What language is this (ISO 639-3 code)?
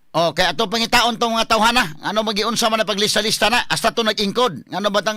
ceb